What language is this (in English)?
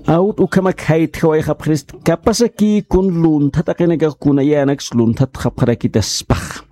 Aymara